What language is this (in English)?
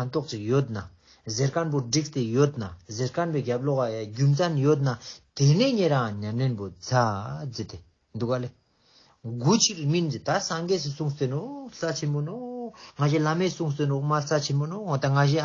Ladakhi